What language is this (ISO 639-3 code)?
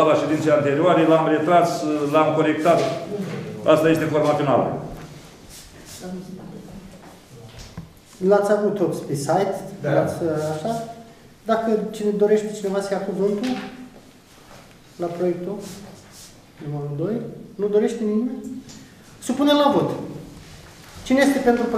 ron